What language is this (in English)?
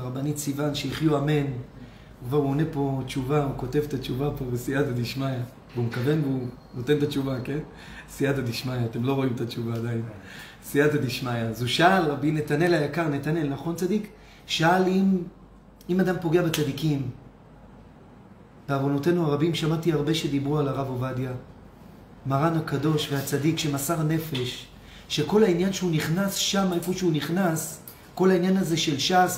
Hebrew